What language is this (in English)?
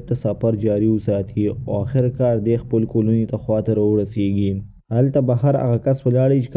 Pashto